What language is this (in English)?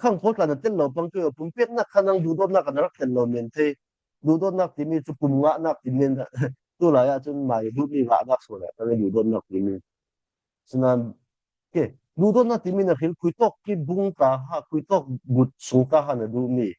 Falam Chin